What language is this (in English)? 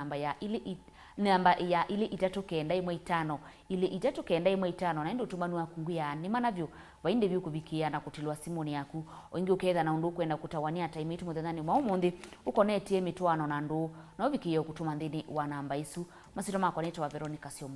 Kamba